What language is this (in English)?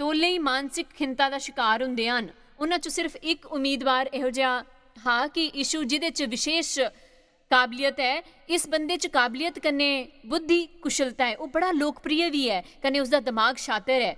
Dogri